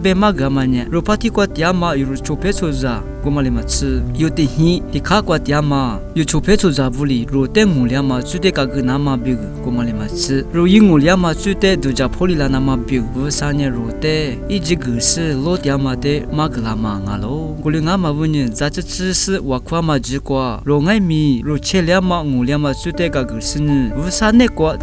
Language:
Lisu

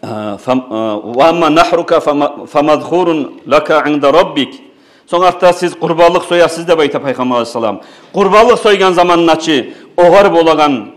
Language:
Kumyk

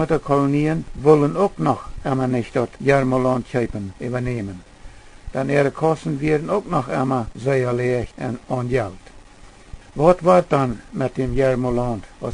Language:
Plautdietsch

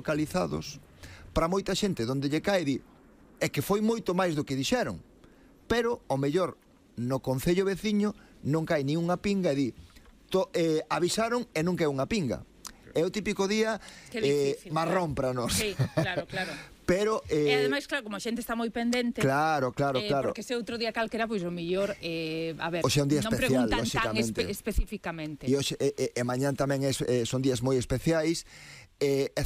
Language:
Galician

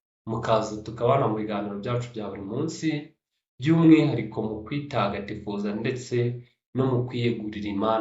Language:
Kinyarwanda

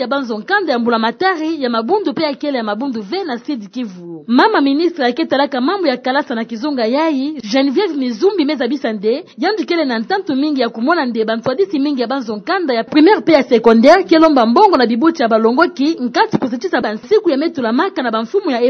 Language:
Kituba (Democratic Republic of Congo)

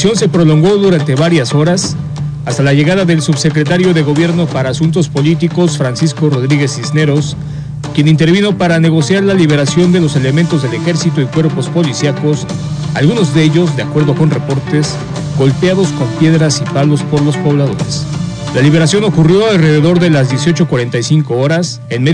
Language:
Spanish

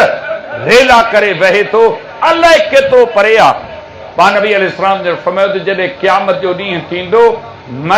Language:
Sindhi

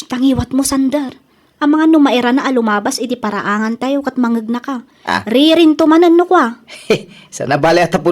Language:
Iloko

